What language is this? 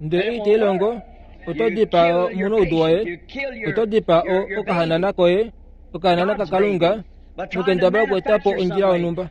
Kuanyama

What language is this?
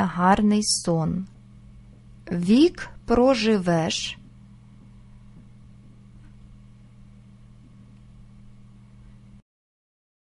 Ukrainian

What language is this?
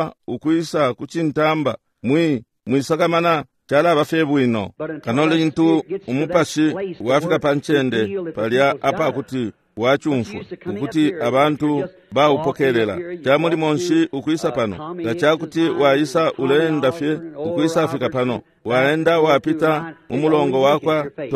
Bemba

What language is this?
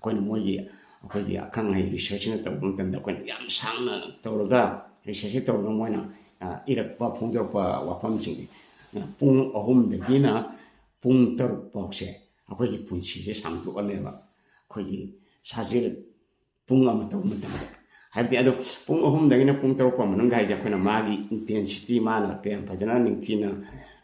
Manipuri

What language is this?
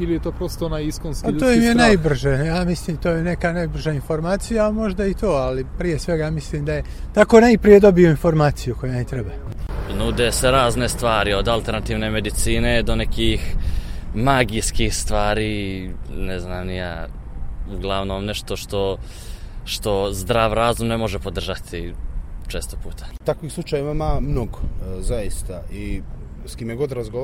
Serbian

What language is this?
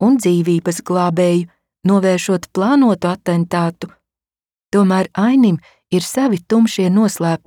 Latvian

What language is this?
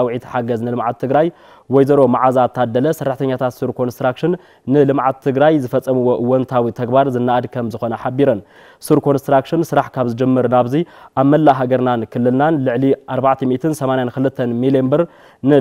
Tigrinya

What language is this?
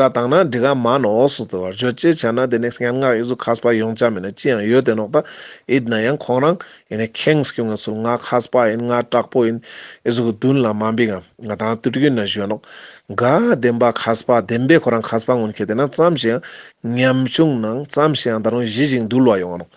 Ladakhi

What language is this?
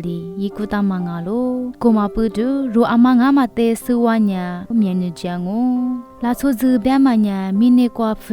Lisu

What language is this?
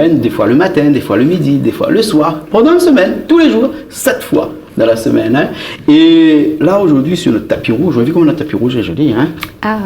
Réunion Creole French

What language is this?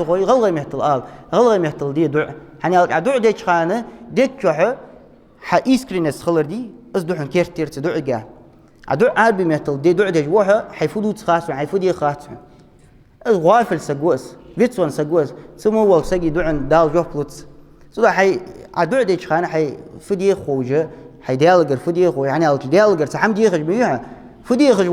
Ingush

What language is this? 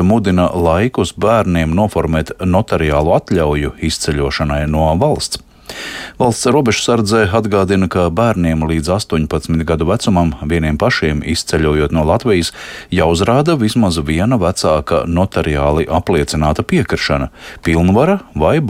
Latvian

